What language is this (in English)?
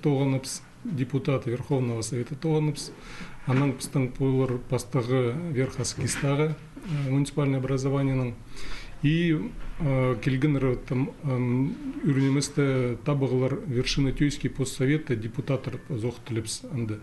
Khakas